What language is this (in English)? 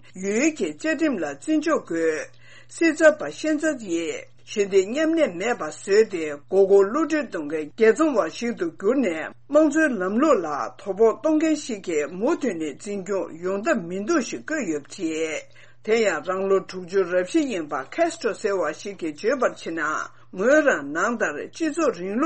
Tibetan